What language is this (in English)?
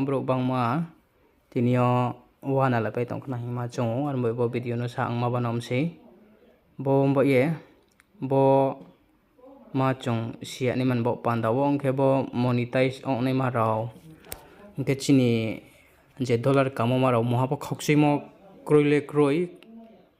Riang (India)